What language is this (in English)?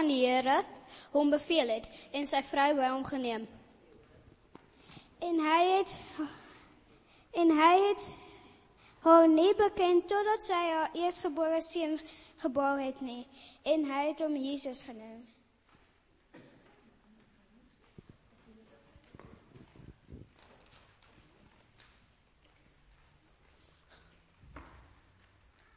Afrikaans